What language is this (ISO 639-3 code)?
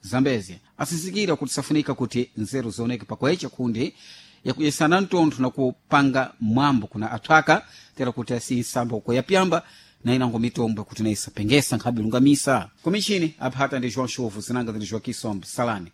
seh